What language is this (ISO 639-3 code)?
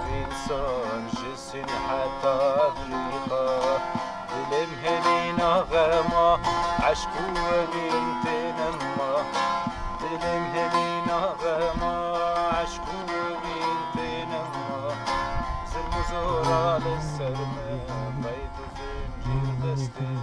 kur